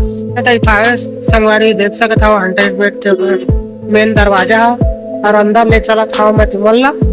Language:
Chhattisgarhi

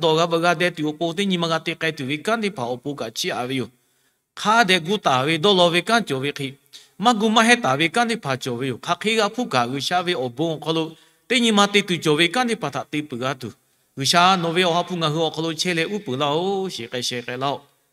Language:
Lahu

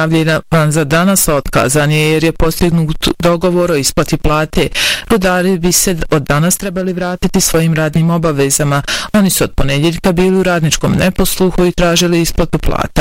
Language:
Bosnian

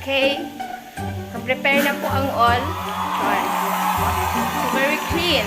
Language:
Hiligaynon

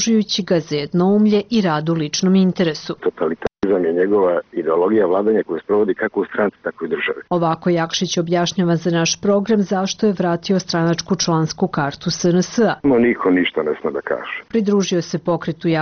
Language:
Serbian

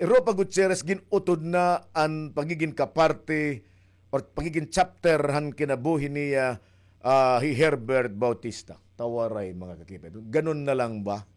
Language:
Waray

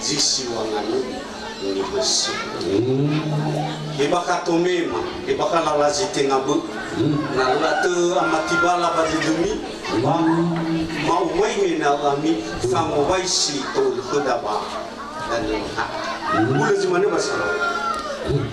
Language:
Nias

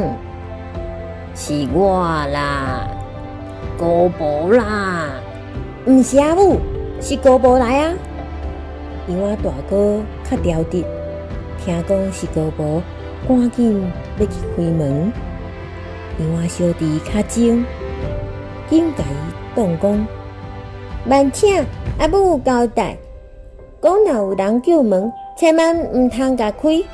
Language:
Min Nan Chinese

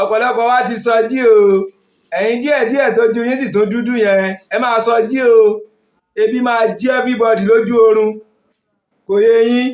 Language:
Yoruba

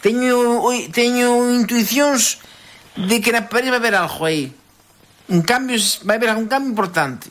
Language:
Galician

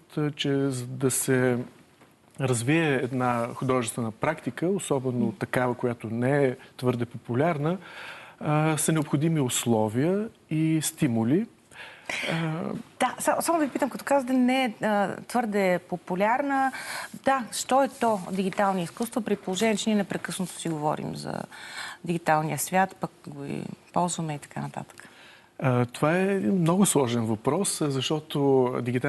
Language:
Bulgarian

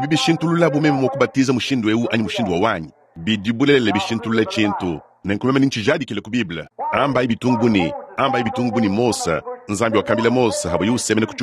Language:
Luba-Lulua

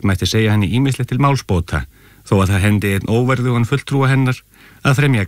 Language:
Icelandic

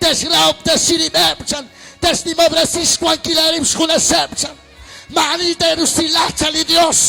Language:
Kekchí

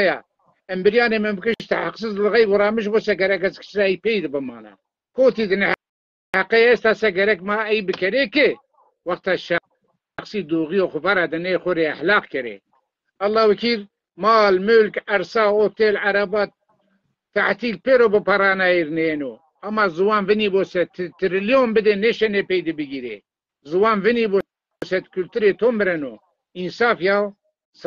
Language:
Zaza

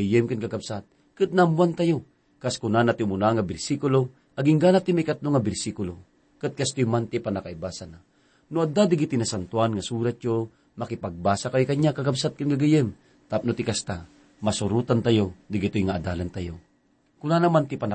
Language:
Iloko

